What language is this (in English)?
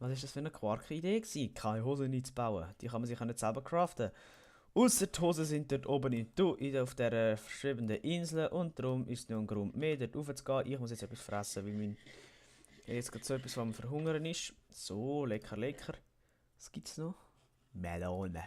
Swiss German